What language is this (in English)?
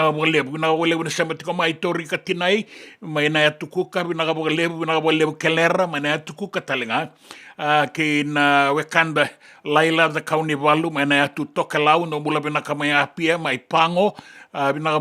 Fijian